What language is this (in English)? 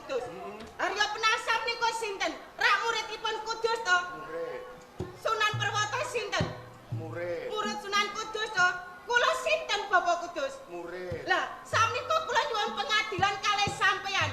Javanese